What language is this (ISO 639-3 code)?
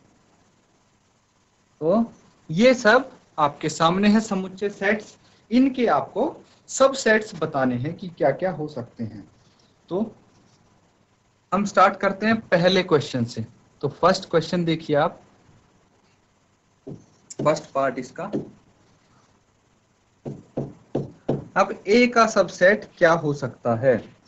hin